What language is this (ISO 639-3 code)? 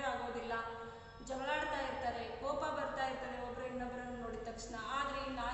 kan